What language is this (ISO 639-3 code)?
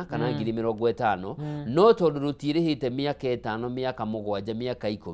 kik